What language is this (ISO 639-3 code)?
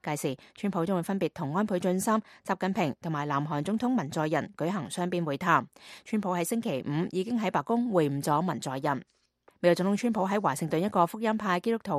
yue